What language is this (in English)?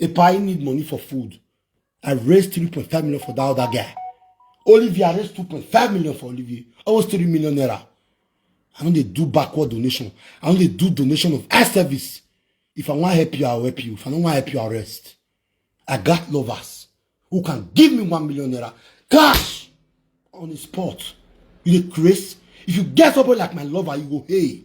Nigerian Pidgin